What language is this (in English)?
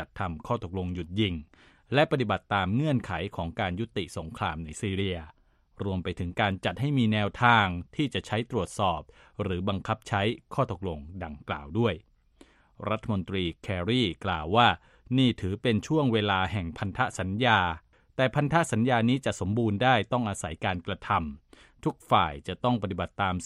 Thai